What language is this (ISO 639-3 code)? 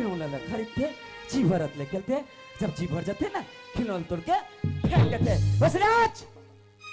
hne